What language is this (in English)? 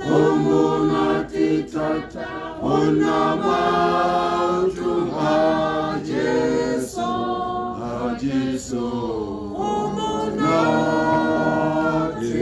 Tswana